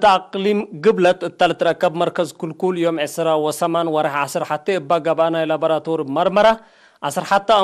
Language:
Tigre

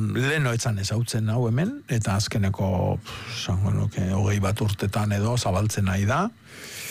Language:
Basque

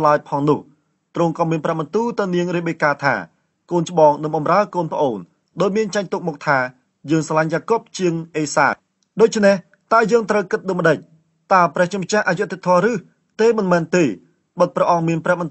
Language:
Khmer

